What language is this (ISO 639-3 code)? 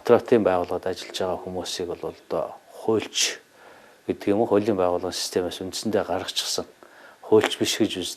mon